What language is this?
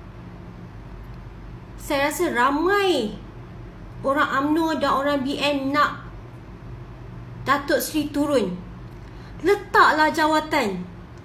Malay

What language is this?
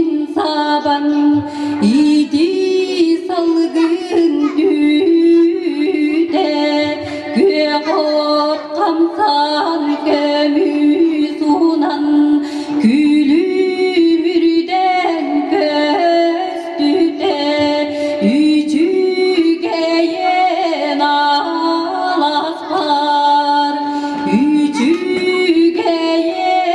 Yakut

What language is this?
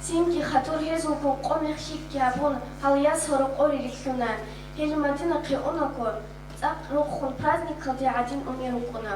Avaric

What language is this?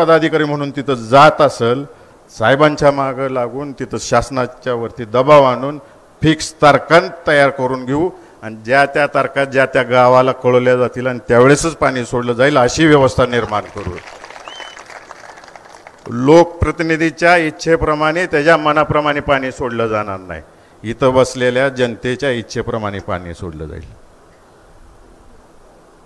Marathi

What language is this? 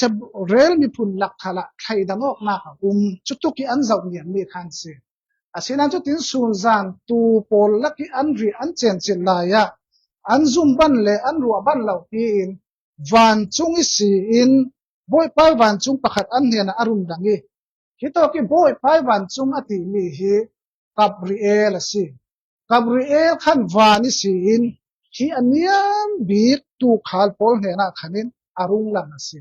Falam Chin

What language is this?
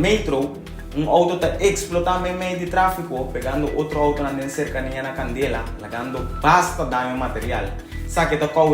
Papiamento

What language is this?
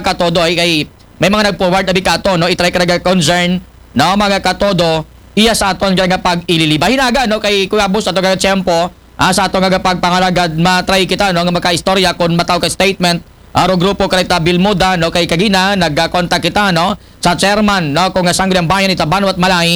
Aklanon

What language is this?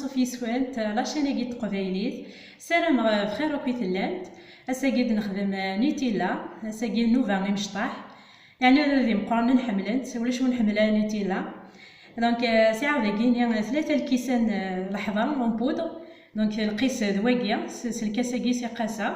Kabyle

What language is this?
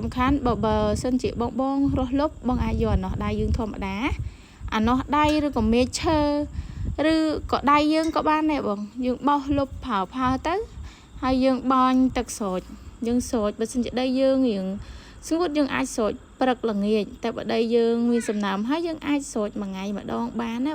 Khmer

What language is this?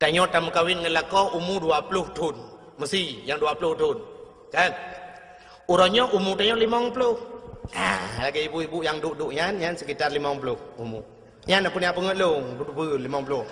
Achinese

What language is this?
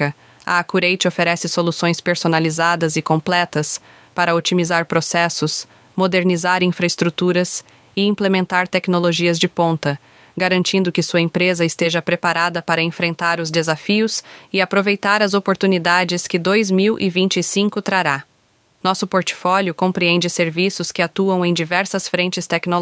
Portuguese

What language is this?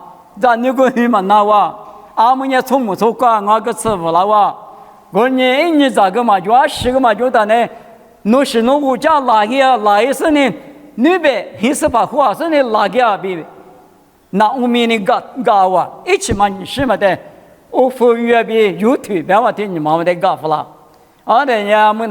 Lisu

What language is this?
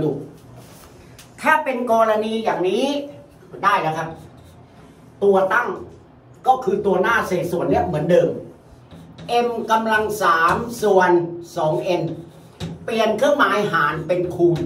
Thai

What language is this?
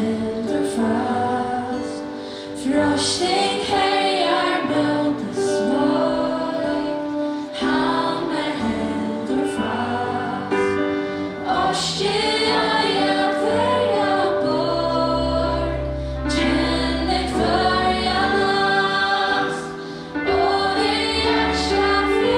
Faroese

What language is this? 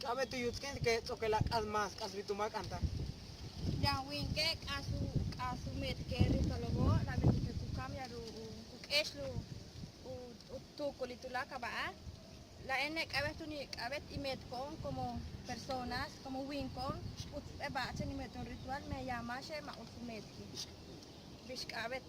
Yucateco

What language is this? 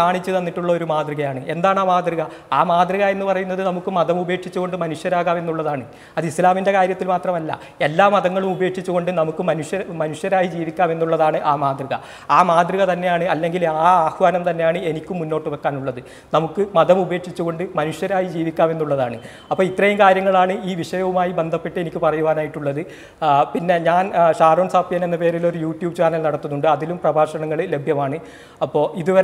Malayalam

